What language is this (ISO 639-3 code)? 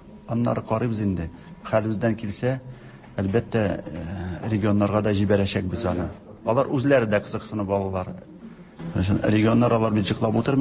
tat